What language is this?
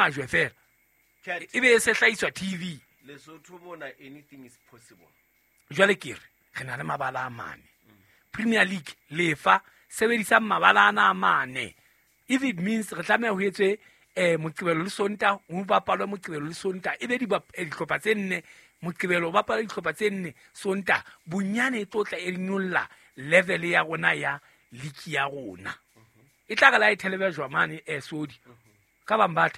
Southern Sotho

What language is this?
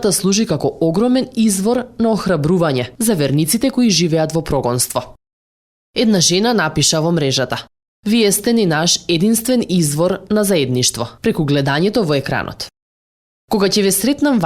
Macedonian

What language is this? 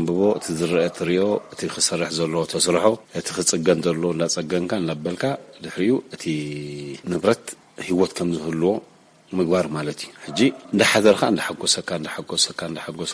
Tigrinya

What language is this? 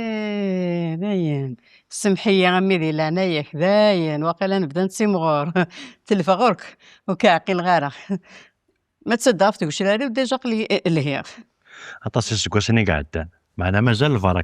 Kabyle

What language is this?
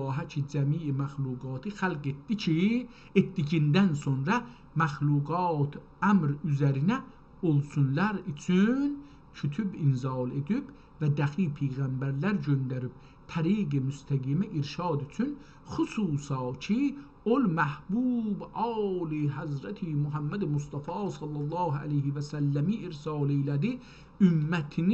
South Azerbaijani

